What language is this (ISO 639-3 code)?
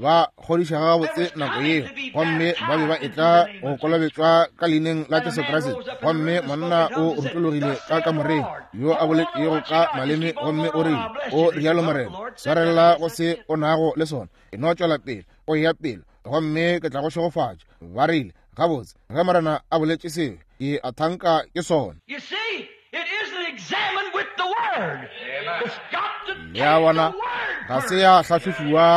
nso